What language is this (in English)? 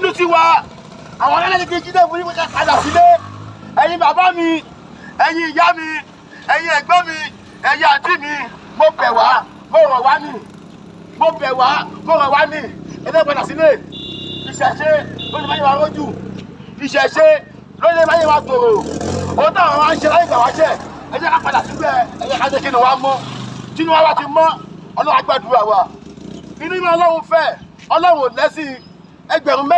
Yoruba